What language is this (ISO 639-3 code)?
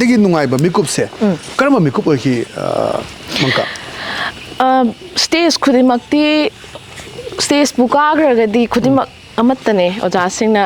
mni